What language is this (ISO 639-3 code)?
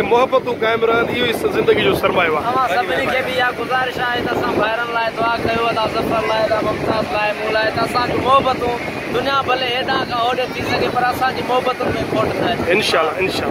snd